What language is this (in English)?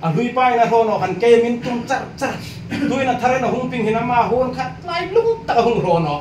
Hmar